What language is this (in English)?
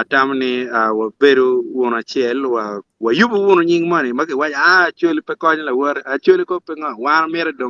Acoli